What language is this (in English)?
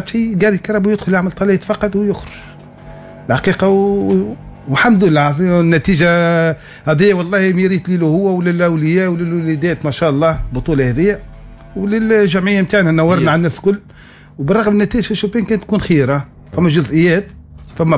Tunisian Arabic